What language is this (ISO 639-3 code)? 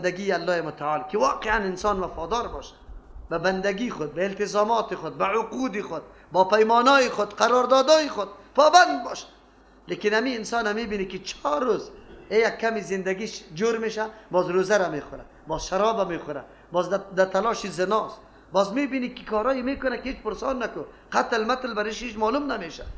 fas